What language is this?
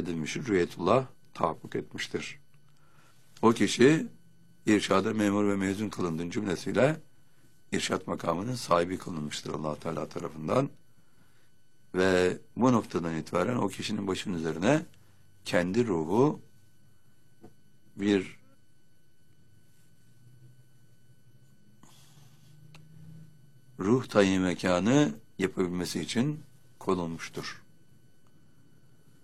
Turkish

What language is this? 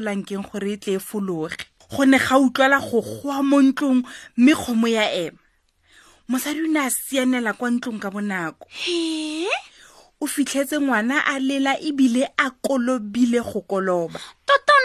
Tswana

